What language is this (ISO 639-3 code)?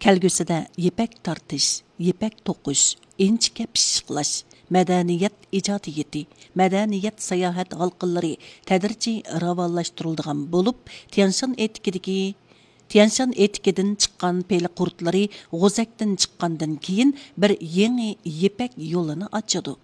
uig